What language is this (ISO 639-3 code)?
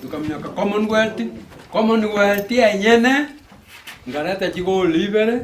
guz